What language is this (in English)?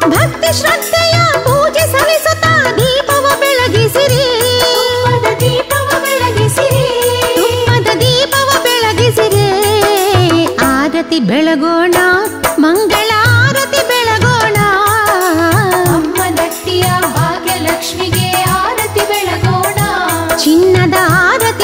Kannada